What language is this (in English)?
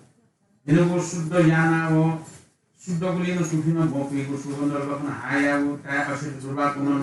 Newari